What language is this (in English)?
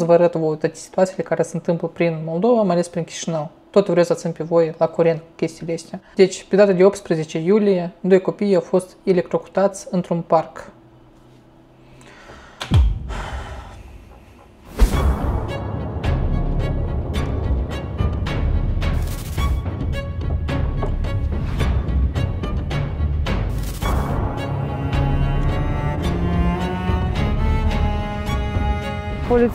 Romanian